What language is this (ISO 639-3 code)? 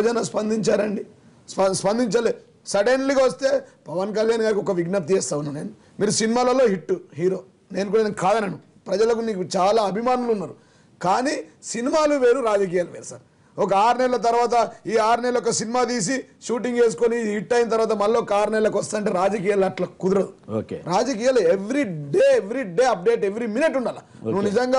tel